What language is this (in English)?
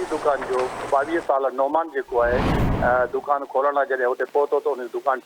Sindhi